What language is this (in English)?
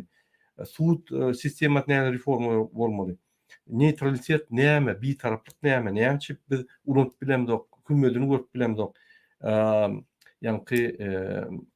Turkmen